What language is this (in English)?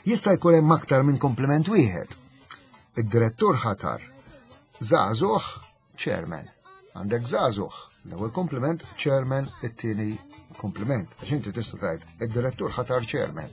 Maltese